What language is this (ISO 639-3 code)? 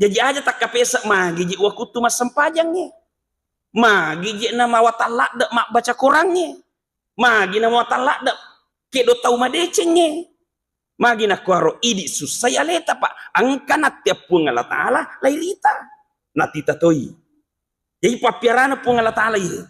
bug